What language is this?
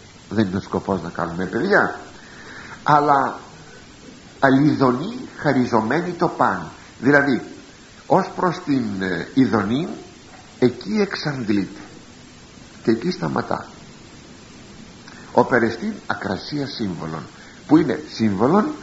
Greek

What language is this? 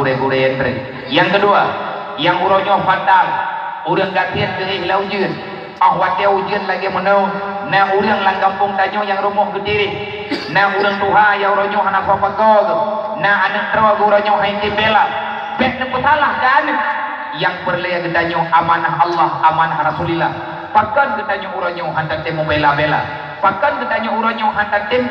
Achinese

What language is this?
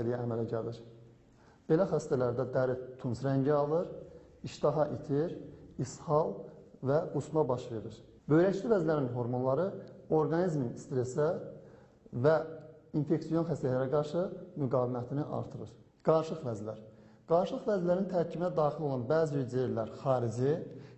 Azerbaijani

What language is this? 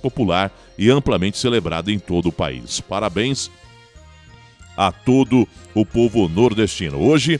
Portuguese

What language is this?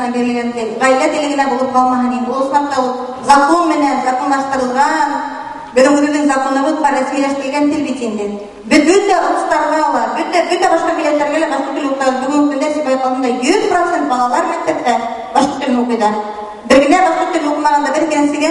Bashkir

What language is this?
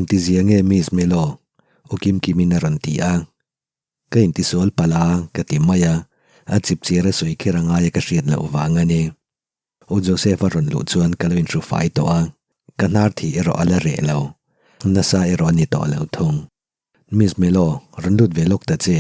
Mizo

